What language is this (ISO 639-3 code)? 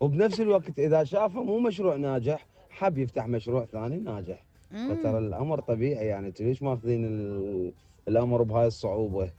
acm